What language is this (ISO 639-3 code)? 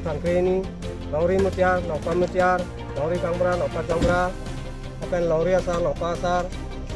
mjw